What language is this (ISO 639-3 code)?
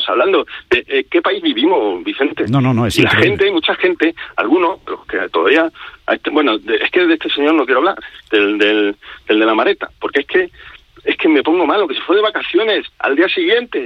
spa